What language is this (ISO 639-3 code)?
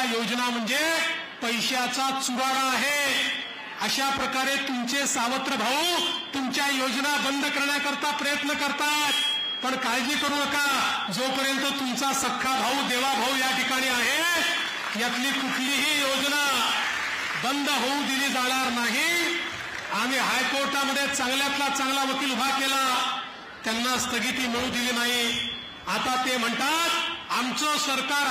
mar